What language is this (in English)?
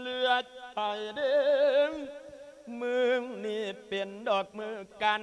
Lao